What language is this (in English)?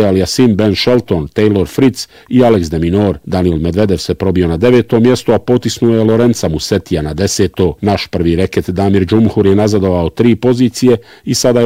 Bosnian